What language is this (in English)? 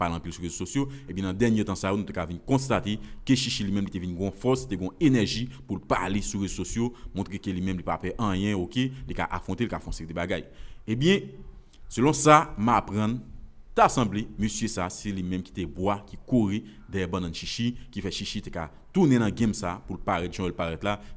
Haitian Creole